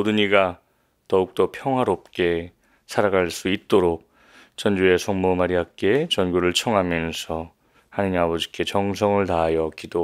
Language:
Korean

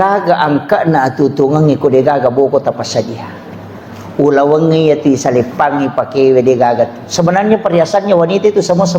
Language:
Buginese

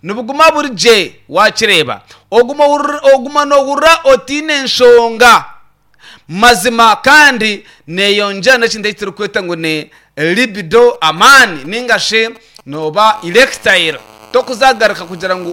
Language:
Nyankole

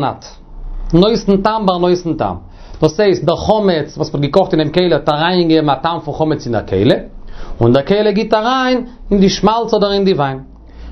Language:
Yiddish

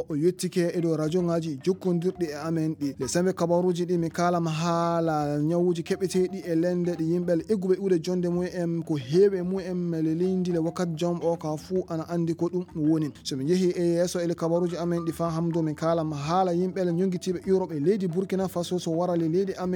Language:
Fula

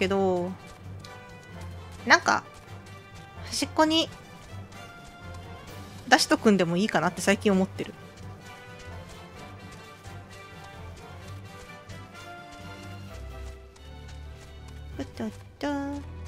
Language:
Japanese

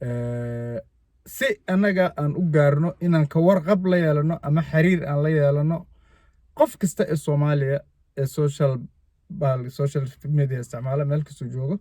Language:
Somali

